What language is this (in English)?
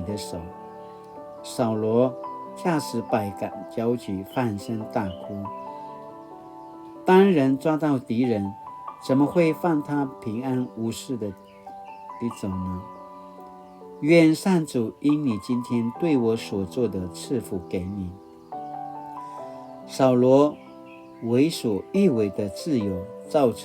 Paiwan